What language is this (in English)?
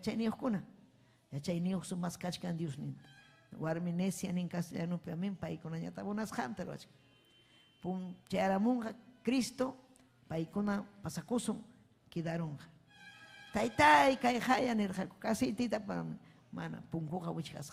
Ayacucho Quechua